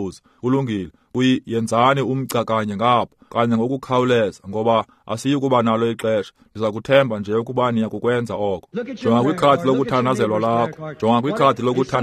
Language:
Xhosa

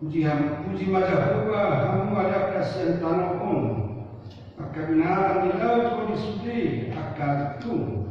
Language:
Batak Toba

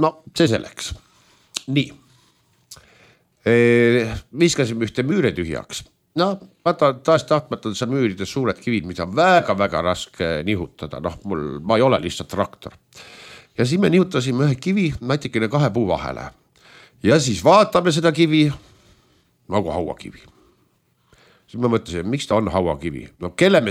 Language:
Estonian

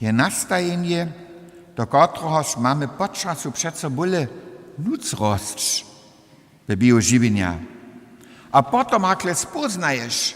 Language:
Upper Sorbian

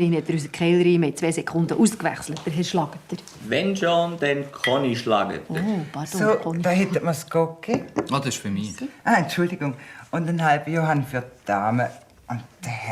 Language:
Swiss German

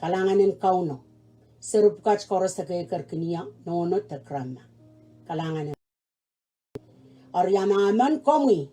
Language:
Pohnpeian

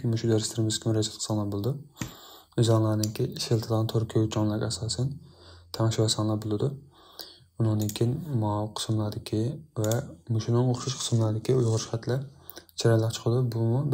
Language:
Uyghur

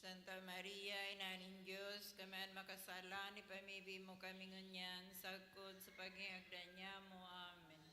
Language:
Bikol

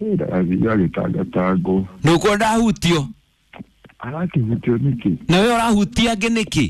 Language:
Kikuyu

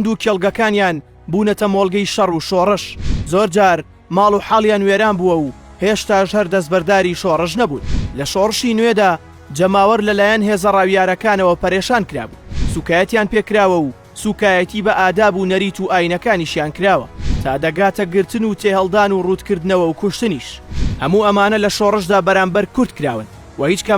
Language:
Central Kurdish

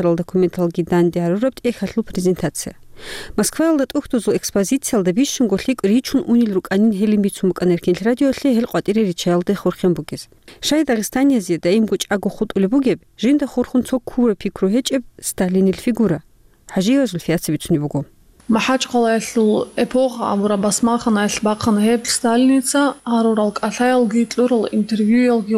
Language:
Avaric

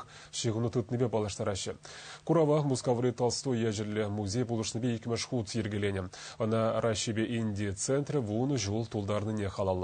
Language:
Chuvash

